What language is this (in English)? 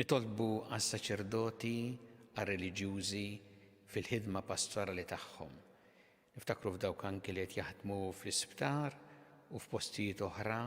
Maltese